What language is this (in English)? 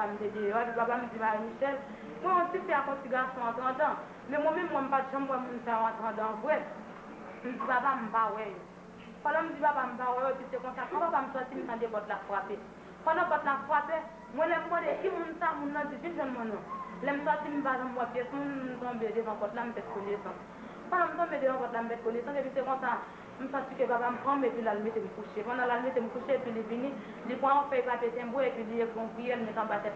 Haitian Creole